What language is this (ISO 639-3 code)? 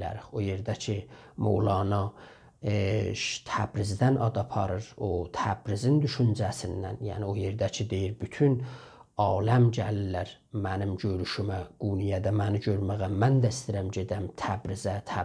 azb